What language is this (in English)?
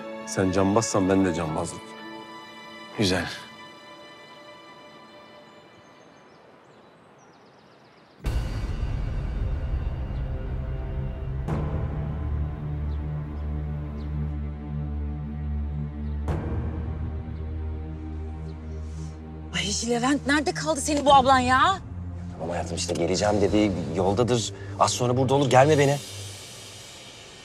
Turkish